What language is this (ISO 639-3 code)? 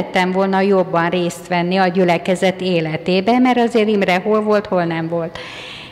hun